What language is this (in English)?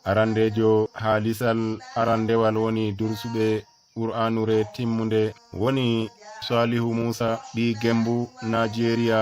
Nigerian Fulfulde